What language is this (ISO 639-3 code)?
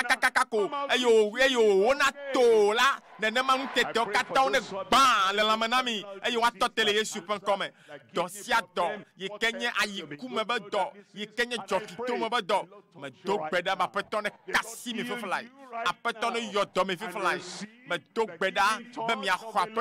ewe